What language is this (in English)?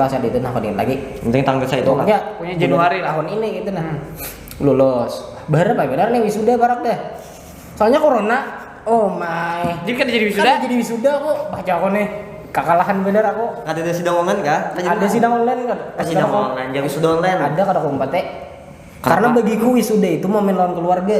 Banjar